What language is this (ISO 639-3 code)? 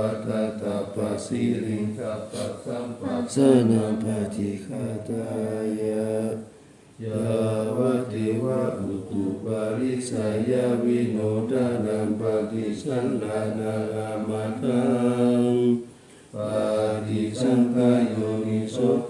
pli